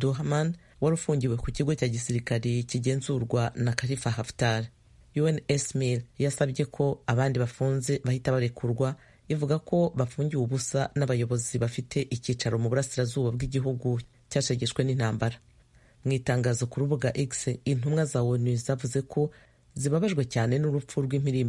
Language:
Kinyarwanda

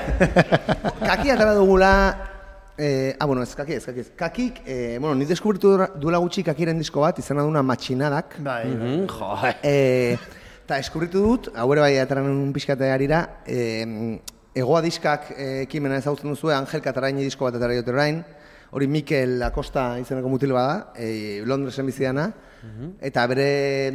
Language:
Basque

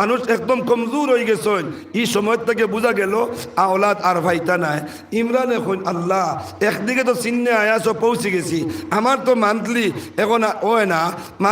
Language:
Sylheti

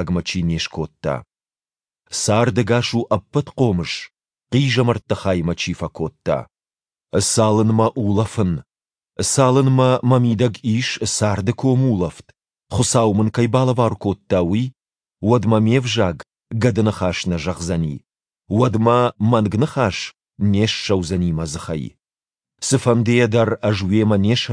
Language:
Ossetic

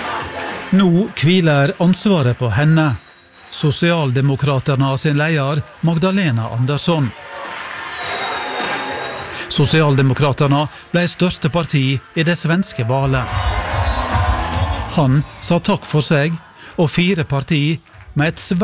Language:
Norwegian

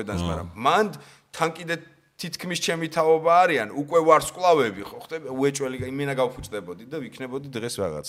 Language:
Georgian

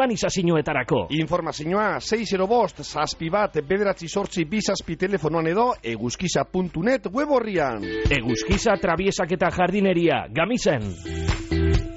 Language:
Basque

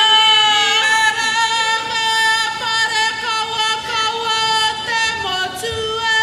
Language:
Māori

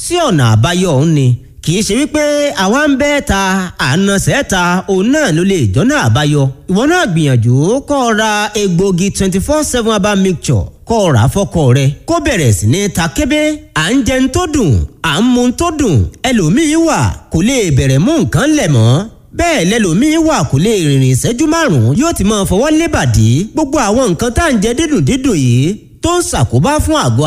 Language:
Yoruba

